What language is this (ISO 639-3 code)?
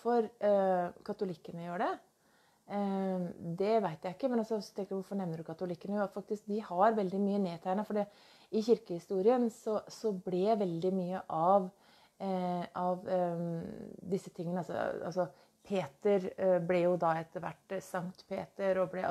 nor